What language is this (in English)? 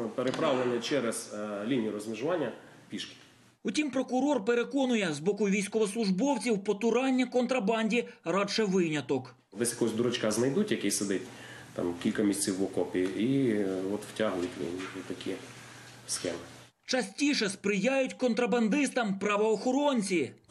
Ukrainian